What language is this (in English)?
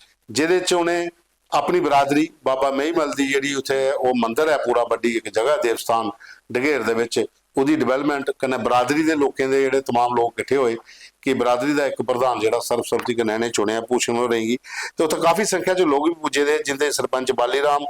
Dogri